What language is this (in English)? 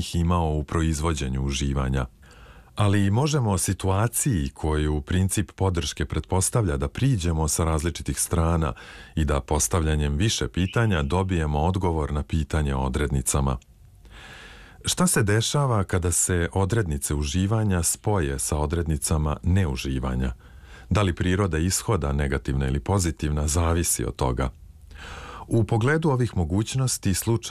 Serbian